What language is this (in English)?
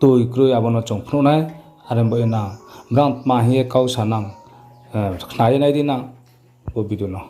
Riang (India)